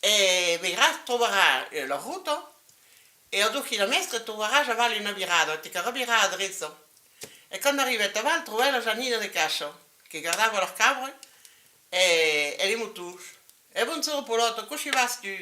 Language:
Occitan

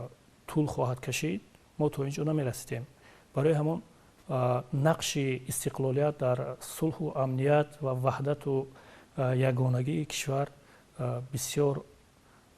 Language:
Tajik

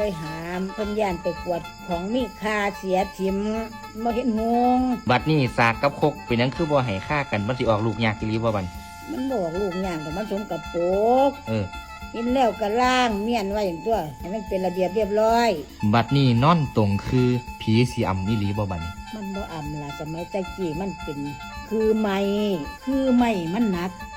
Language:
Northeastern Thai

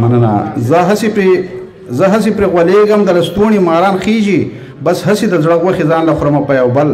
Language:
Pashto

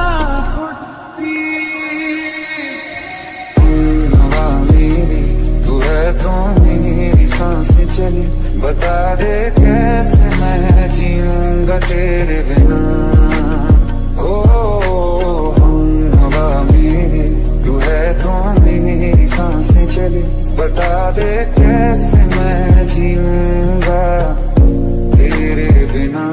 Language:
Hindi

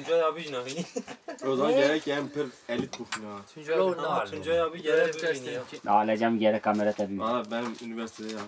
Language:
Kurdish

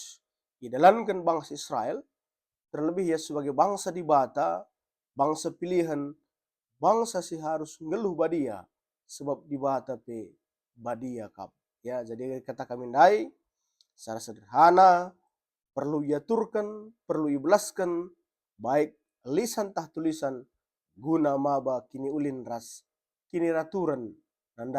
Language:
Batak Karo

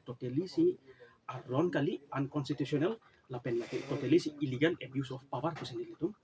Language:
Karbi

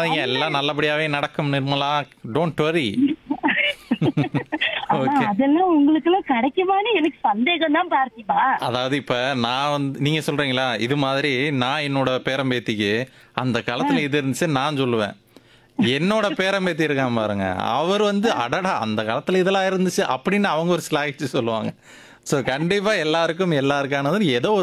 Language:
Tamil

